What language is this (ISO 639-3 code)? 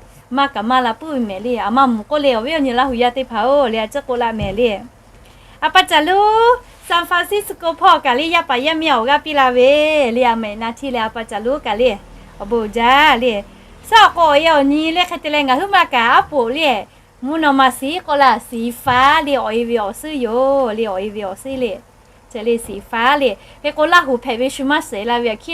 lhu